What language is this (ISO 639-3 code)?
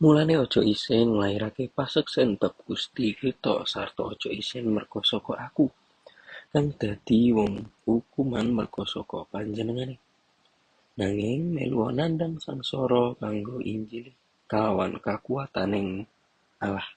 jav